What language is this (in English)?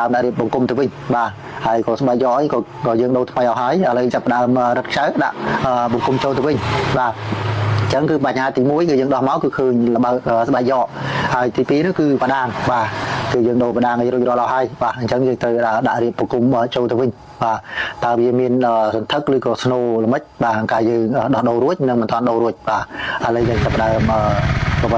Khmer